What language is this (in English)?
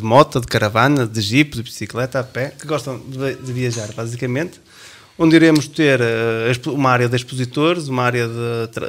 Portuguese